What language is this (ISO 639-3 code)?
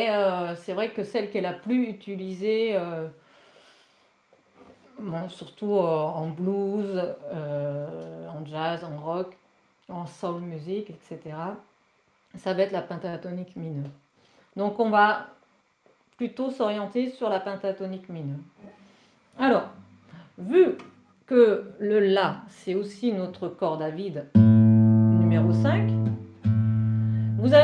fra